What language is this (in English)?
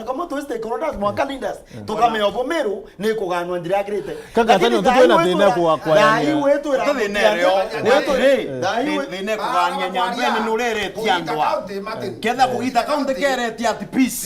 Meru